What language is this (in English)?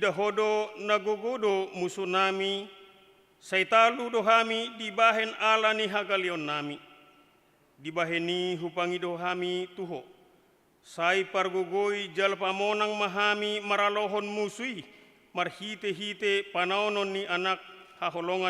Batak Toba